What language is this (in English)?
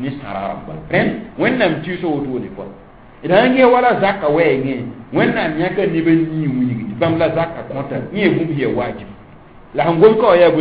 Mossi